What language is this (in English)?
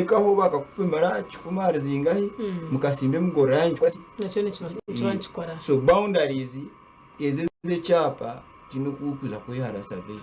Nyankole